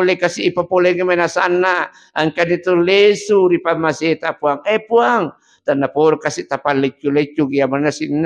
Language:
Buginese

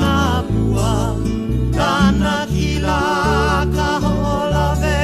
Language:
Hawaiian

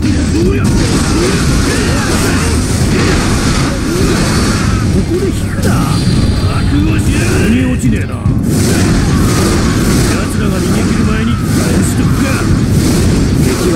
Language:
Japanese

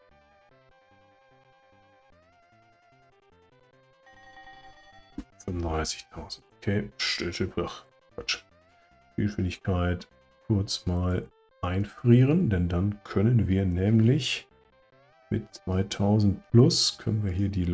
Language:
German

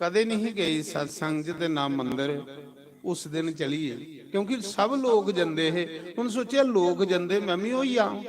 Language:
Dogri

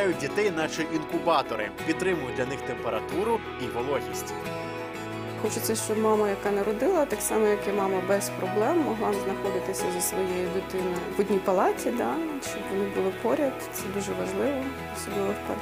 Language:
Ukrainian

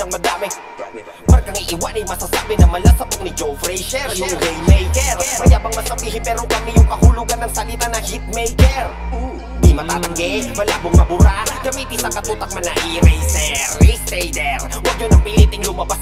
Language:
Filipino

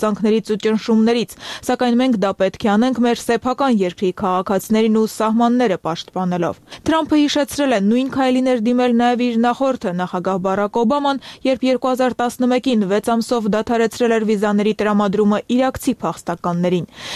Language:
Armenian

